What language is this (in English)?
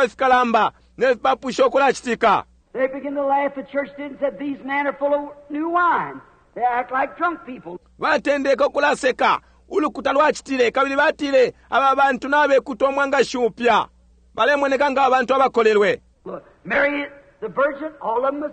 Bemba